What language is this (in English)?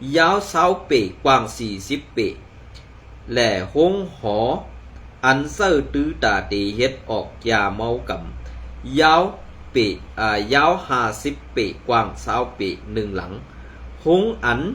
Shan